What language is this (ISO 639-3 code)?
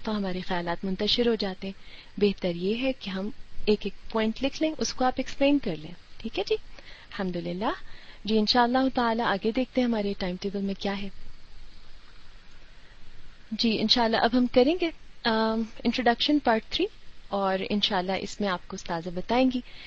urd